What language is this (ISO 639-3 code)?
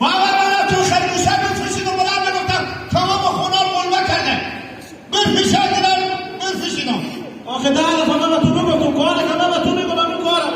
haz